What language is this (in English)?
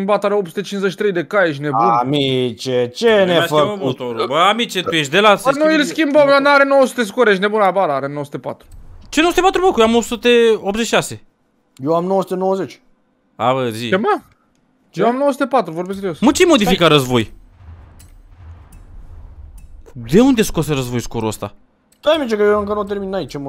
Romanian